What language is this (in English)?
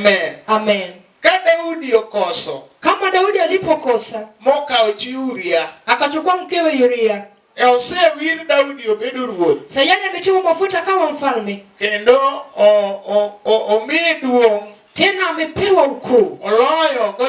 Luo (Kenya and Tanzania)